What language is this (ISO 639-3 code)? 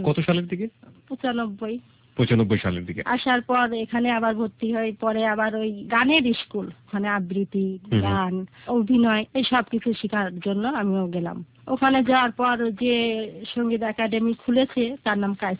ben